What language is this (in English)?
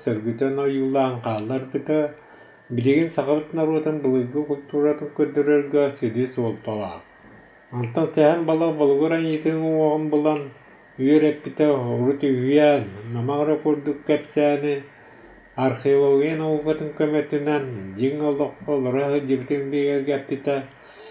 Yakut